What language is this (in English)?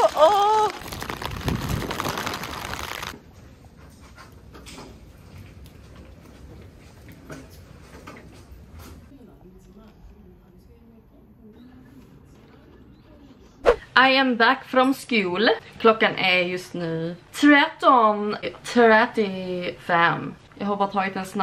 Swedish